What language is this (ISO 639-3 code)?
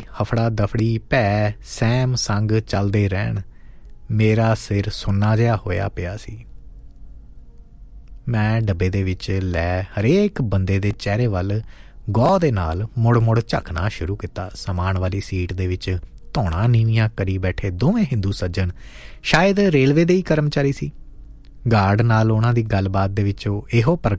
pan